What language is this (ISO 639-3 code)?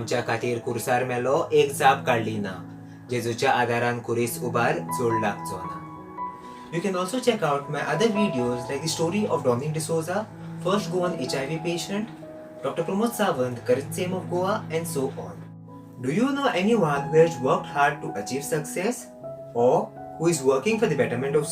kok